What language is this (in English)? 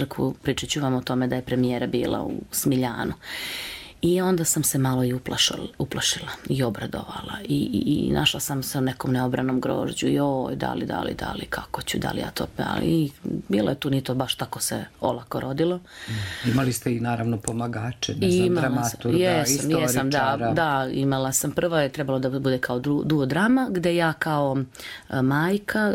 Serbian